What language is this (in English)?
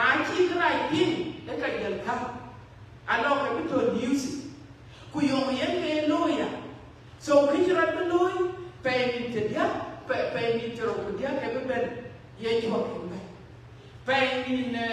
Dinka